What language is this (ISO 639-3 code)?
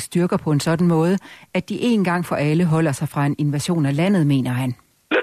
dan